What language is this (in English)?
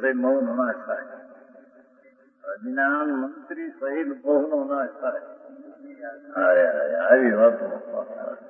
Gujarati